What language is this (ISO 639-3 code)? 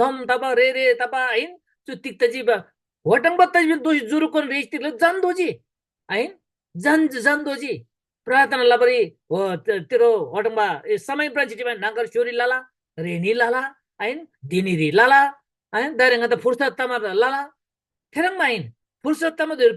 taj